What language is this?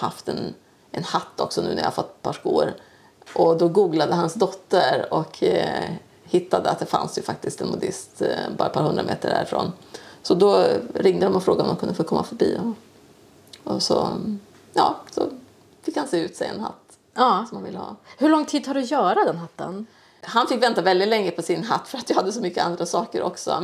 Swedish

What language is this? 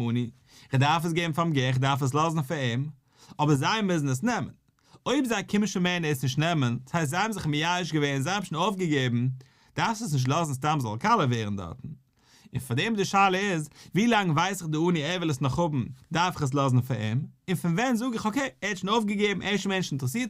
Yiddish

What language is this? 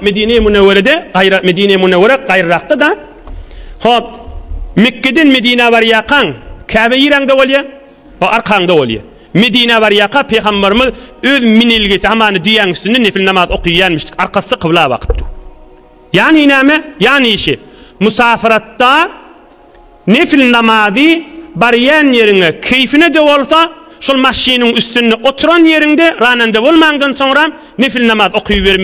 Turkmen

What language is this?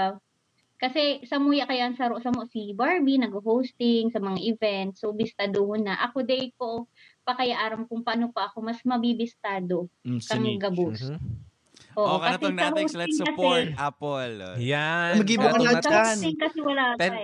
Bikol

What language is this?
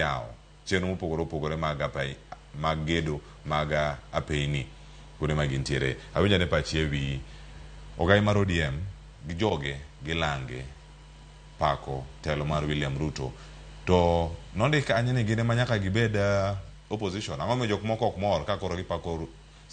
Luo (Kenya and Tanzania)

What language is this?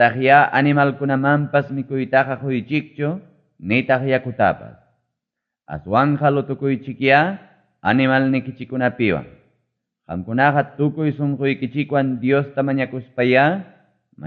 Ayacucho Quechua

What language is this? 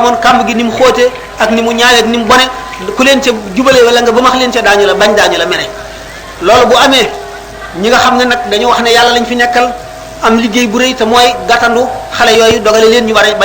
Wolof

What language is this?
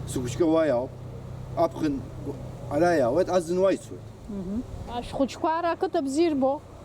Abkhazian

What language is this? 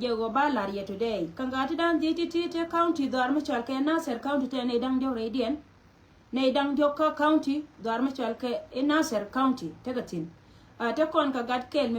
Nuer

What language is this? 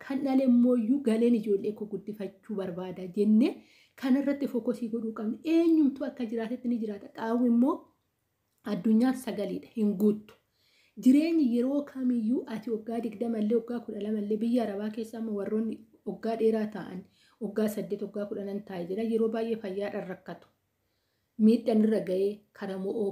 Oromo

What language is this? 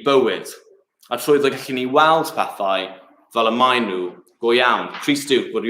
Welsh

